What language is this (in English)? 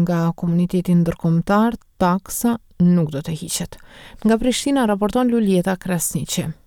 Albanian